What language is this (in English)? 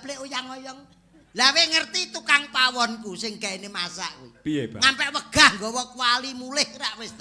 Javanese